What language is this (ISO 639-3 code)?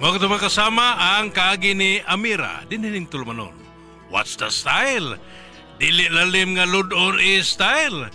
ceb